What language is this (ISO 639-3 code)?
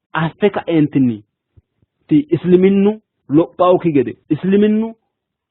sid